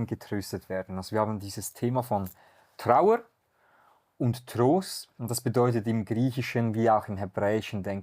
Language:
Swiss German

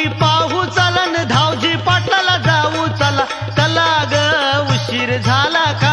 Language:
Marathi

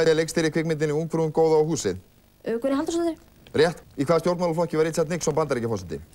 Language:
Icelandic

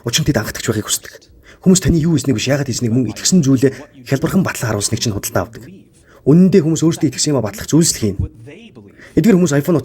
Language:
Mongolian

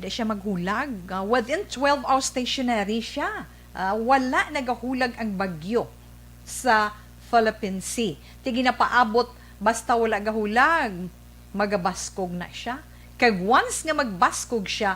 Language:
Hiligaynon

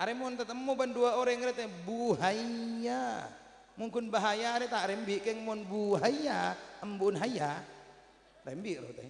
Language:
Madurese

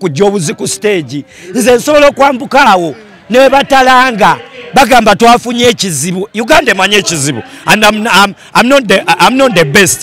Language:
Ganda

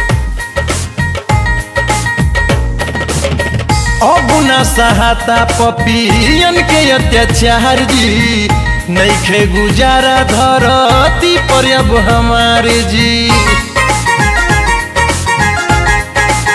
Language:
Bhojpuri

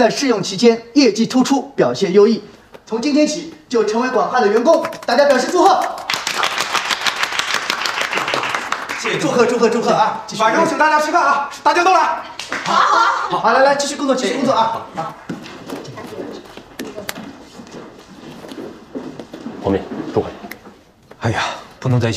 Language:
Chinese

